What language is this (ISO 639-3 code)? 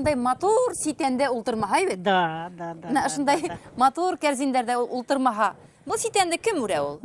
bak